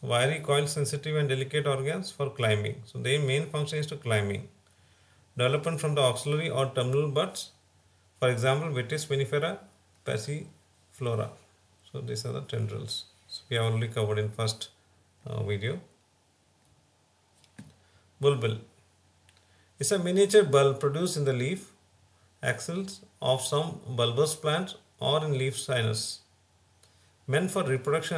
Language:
English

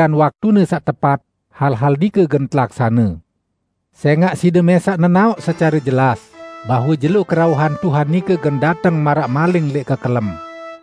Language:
Sasak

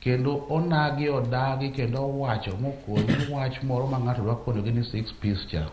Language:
Luo (Kenya and Tanzania)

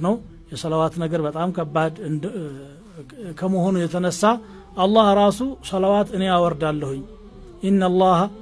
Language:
Amharic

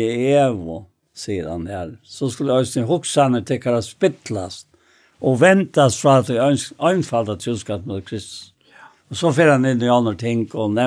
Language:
Faroese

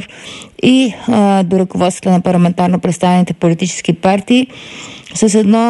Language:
Bulgarian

